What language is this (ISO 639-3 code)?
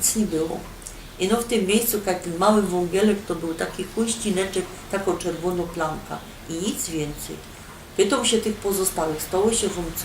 szl